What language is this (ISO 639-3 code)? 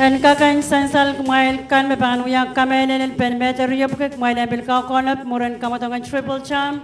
pon